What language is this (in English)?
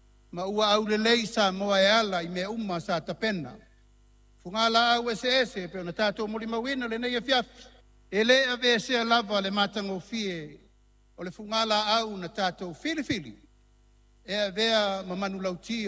Samoan